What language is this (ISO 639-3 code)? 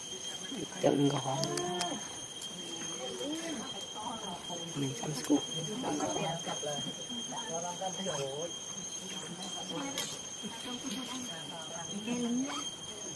vie